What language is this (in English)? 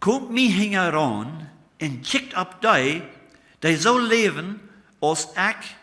Plautdietsch